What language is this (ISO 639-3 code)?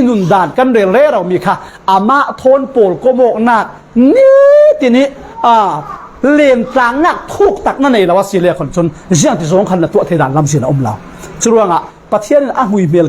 cfm